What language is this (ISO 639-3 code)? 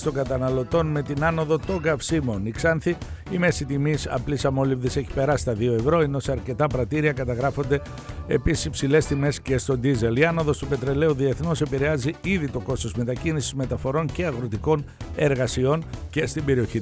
ell